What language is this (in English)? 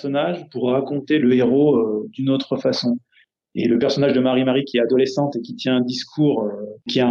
Luxembourgish